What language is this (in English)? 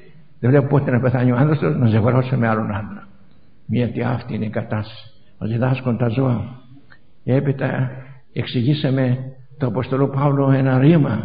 Greek